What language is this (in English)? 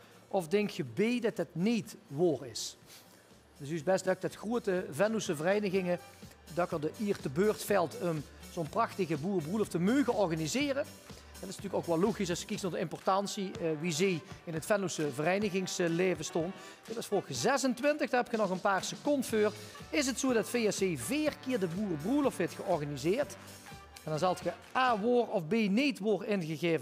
Limburgish